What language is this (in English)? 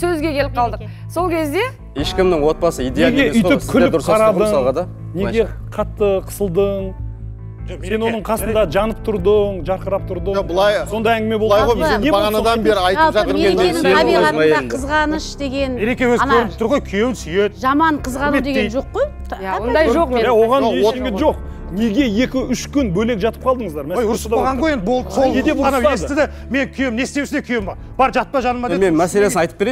Kazakh